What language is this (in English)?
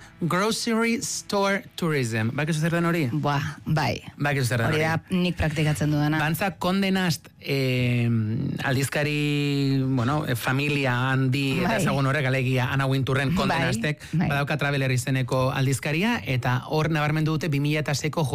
Basque